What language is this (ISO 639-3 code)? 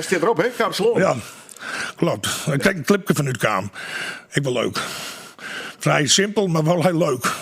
fry